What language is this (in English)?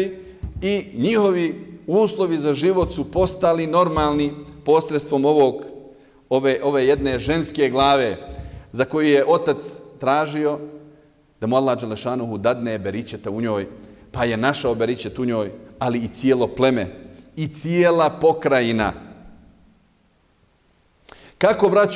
Bosnian